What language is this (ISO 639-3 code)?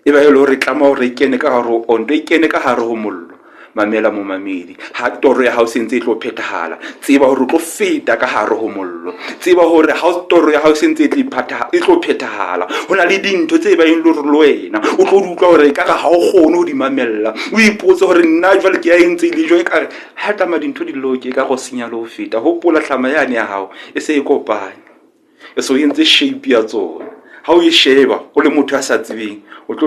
sot